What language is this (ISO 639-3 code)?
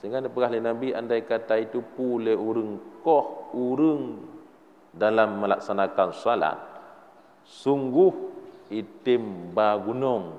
ace